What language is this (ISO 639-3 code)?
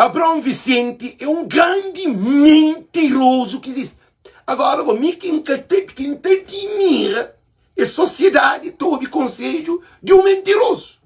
kea